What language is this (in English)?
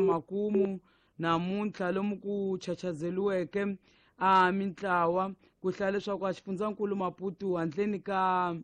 Tsonga